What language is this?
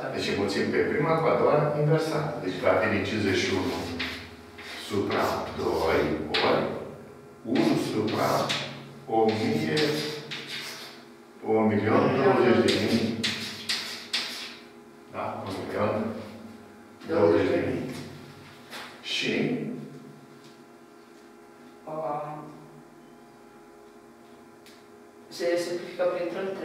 Romanian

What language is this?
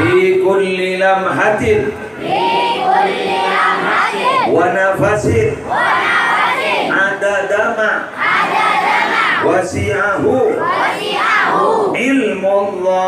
Madurese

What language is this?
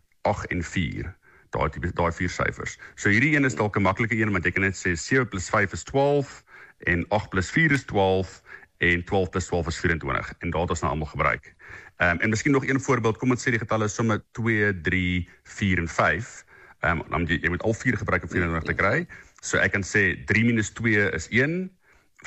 Afrikaans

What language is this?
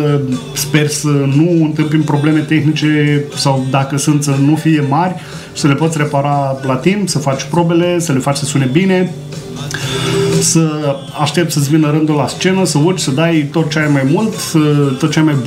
Romanian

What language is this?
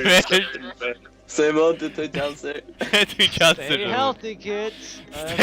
Faroese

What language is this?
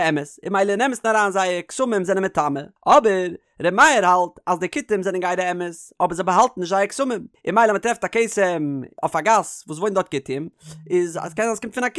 Yiddish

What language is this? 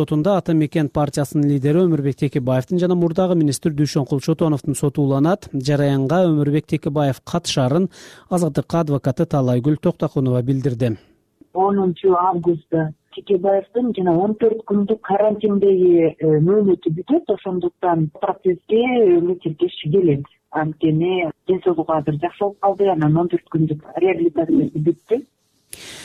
Kyrgyz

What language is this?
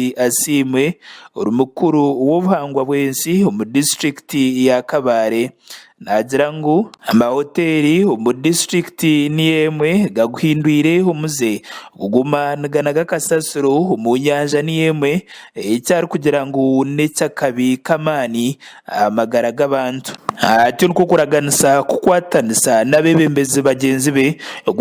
Nyankole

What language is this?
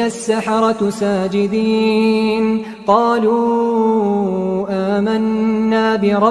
Arabic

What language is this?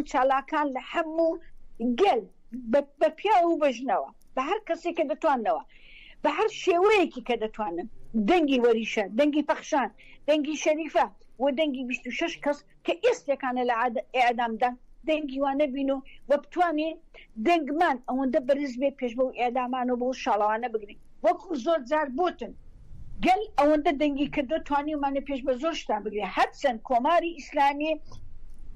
Central Kurdish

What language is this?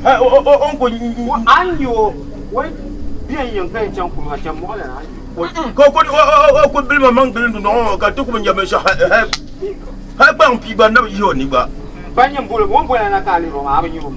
Dagbani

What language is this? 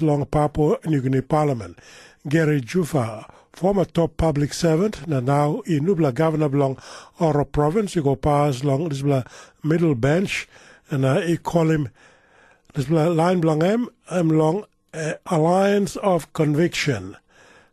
Tok Pisin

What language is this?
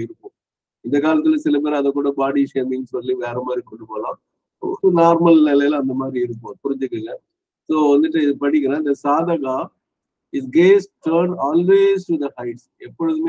Tamil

